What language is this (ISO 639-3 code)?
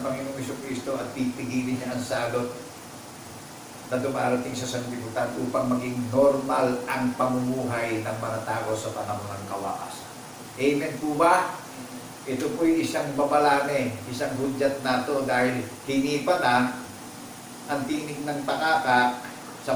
fil